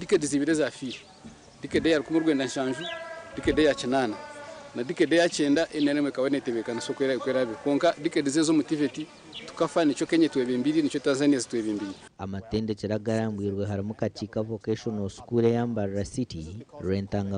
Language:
Nyankole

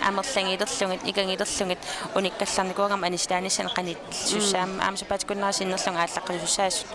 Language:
Kalaallisut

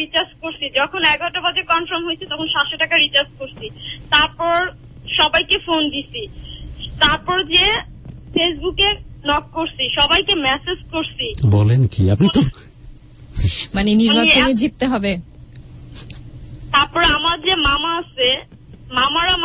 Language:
Bangla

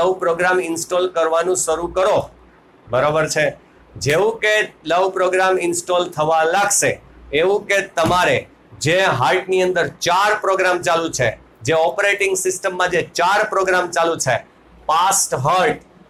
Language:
Gujarati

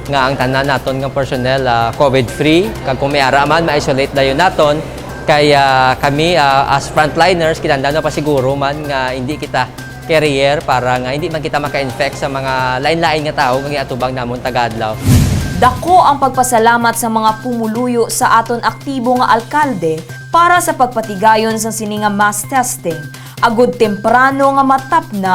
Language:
Hiligaynon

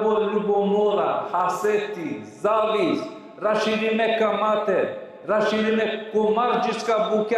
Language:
Balkan Romani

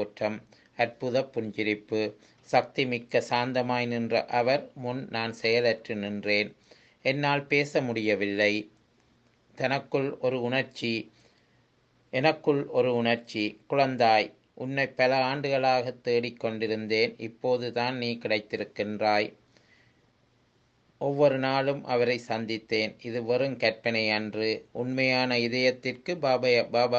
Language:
Tamil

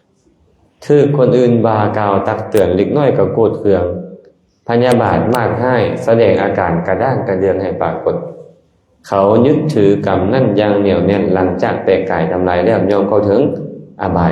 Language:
Lao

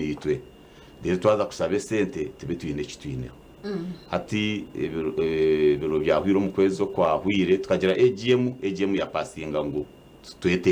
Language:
Nyankole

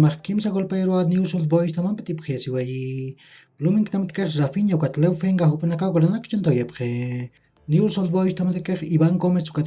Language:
Aymara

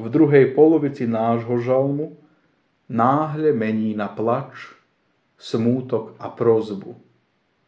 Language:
Slovak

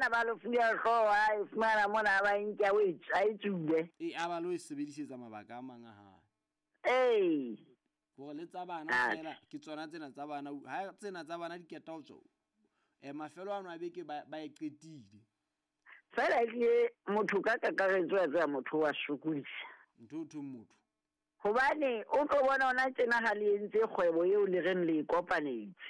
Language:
Southern Sotho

